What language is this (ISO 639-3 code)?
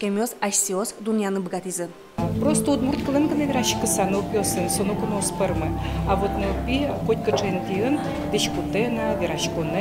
udm